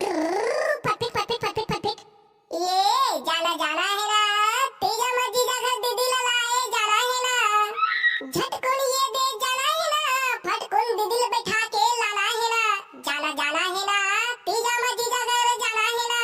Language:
Chhattisgarhi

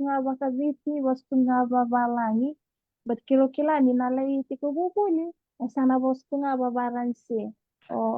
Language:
Fijian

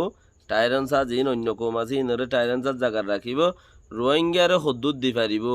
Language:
Rohingya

